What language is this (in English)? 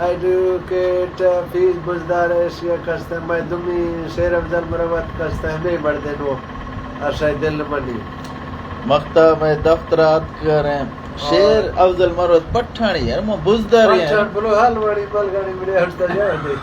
Eastern Balochi